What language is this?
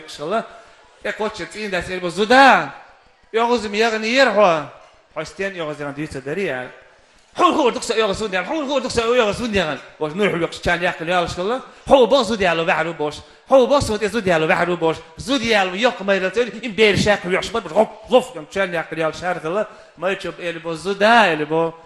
Chechen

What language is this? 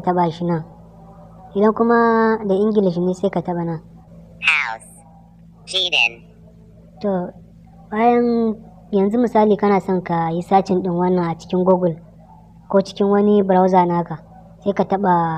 Hausa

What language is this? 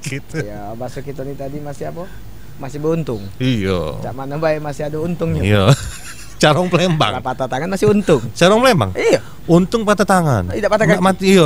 Musi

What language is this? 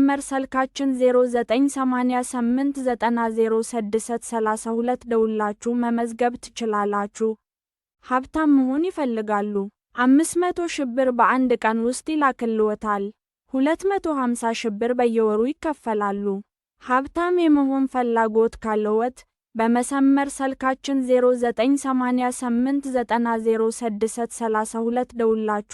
Amharic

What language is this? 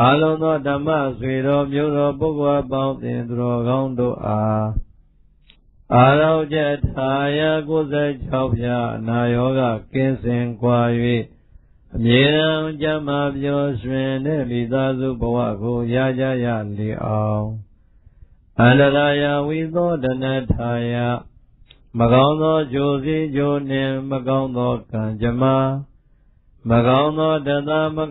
Burmese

